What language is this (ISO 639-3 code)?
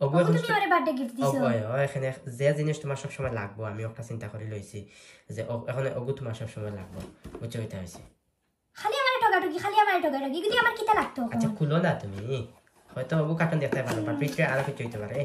syl